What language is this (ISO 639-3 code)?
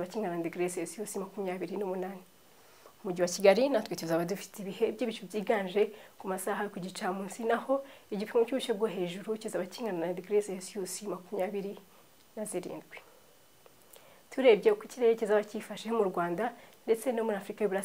kin